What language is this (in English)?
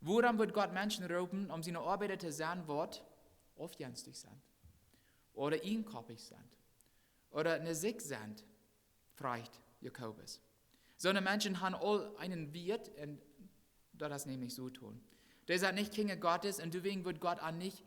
Plautdietsch